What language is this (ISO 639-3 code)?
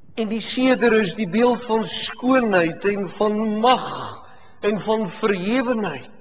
afr